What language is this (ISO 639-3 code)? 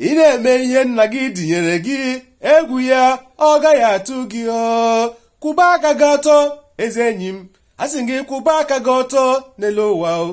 ibo